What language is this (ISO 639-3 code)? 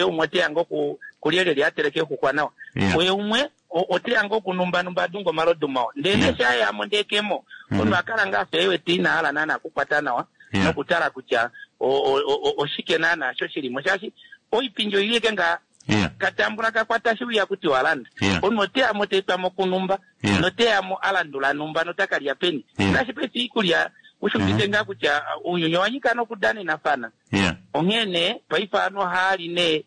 kua